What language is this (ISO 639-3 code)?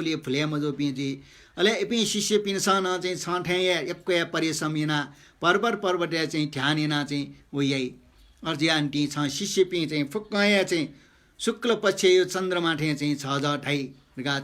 new